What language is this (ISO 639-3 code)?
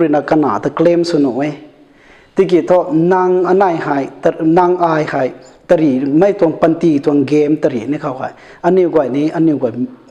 nbu